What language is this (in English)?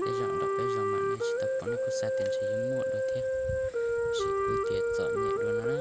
Hmong